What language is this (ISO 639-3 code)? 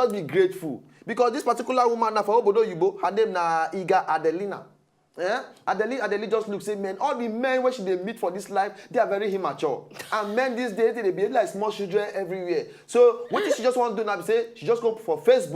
pcm